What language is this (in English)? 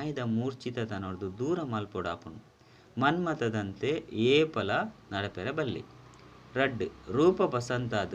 Tulu